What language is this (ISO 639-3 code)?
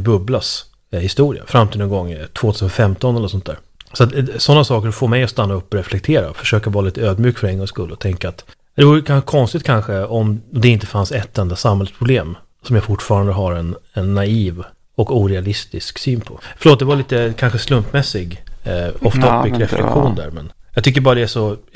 swe